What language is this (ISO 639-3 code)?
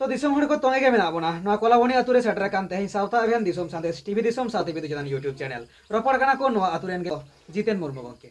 sat